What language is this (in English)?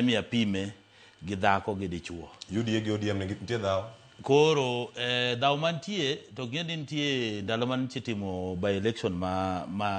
Luo (Kenya and Tanzania)